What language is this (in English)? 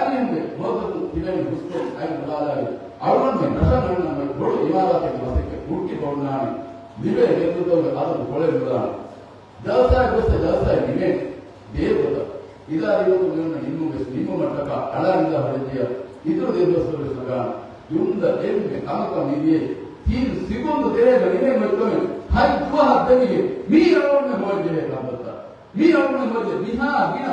Divehi